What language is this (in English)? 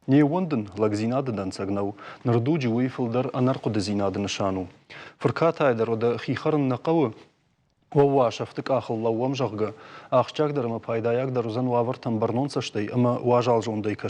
Ossetic